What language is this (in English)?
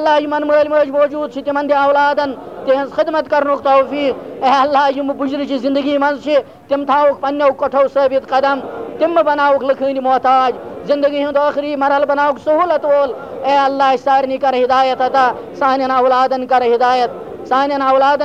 Kashmiri